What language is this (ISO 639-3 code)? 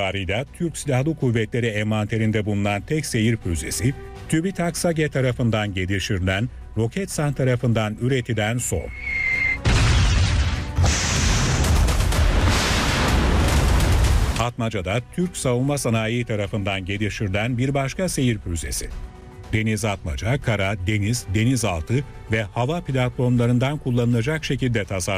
tur